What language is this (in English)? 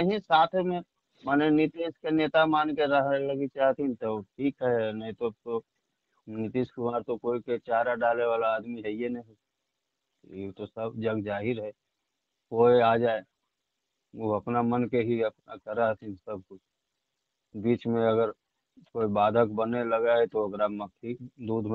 Magahi